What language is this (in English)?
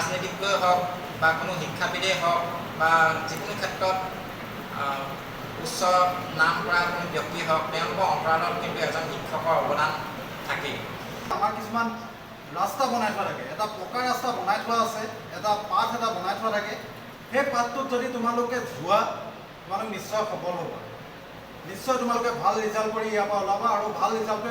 Assamese